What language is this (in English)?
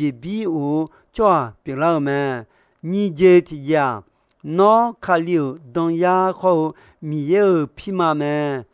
Akha